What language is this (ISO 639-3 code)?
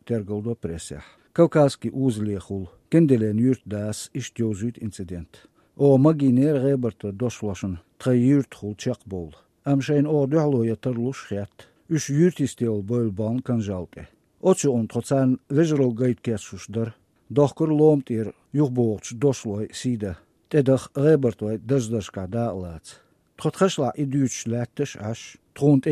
lav